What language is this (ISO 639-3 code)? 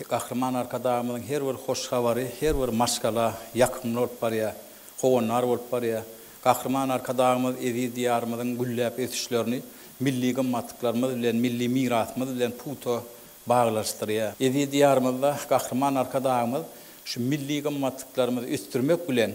tuk